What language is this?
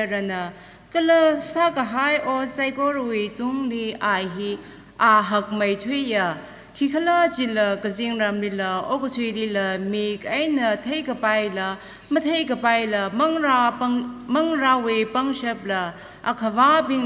Tangkhul Naga (India)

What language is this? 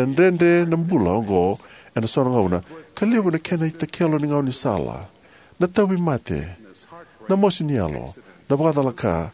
Fijian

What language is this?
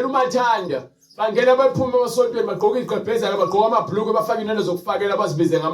Zulu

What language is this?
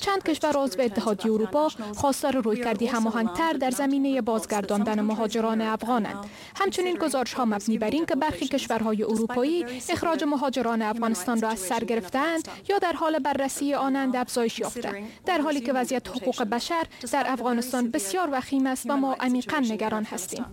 Persian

